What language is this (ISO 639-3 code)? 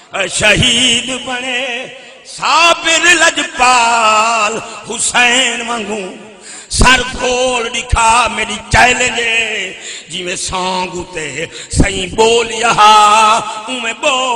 skr